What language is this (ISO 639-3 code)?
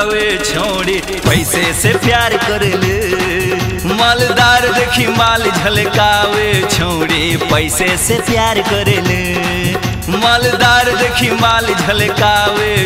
bho